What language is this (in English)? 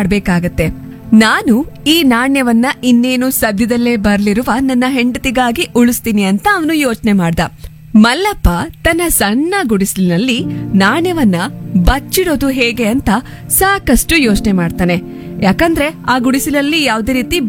Kannada